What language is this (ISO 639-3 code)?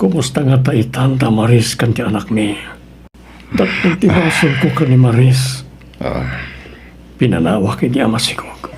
ilo